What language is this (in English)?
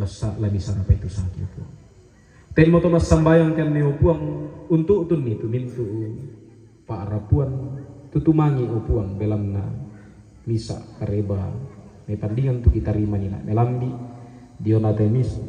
Toraja-Sa'dan